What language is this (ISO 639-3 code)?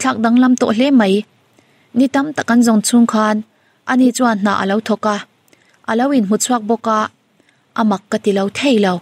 lus